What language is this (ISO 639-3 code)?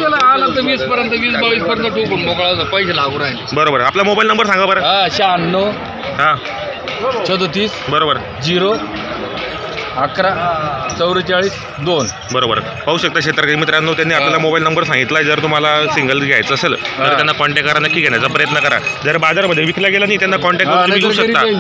mar